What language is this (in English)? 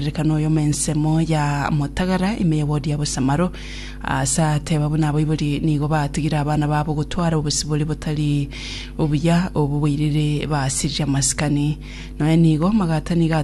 Gusii